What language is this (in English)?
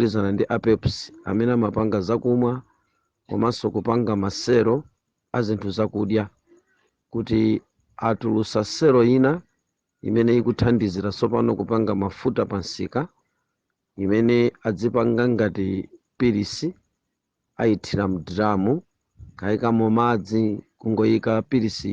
Nyanja